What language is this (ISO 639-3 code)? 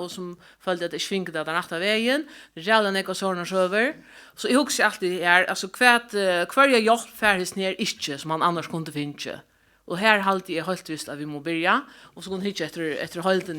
fao